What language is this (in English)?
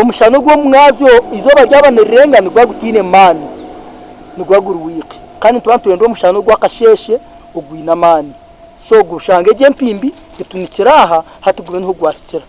Nyankole